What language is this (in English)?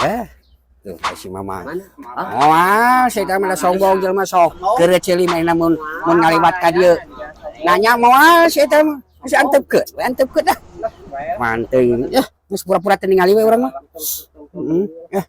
Sundanese